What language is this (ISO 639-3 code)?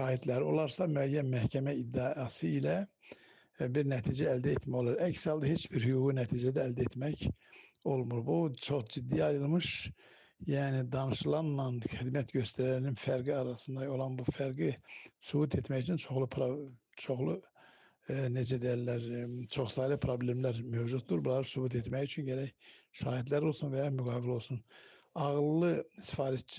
aze